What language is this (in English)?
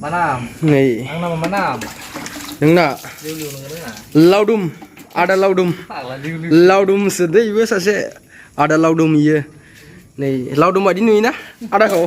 Bodo